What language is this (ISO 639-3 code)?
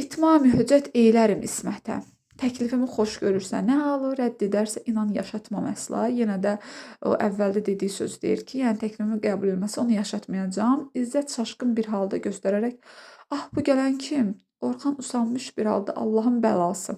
aze